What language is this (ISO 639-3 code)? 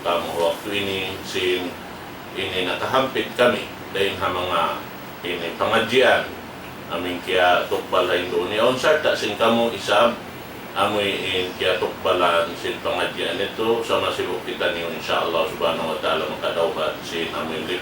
tsg